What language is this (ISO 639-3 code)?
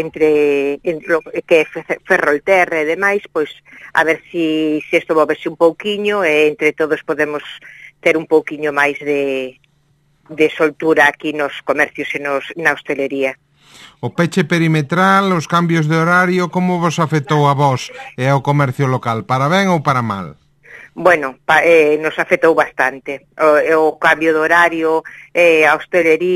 glg